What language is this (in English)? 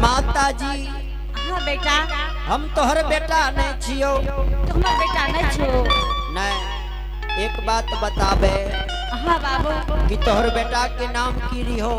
Angika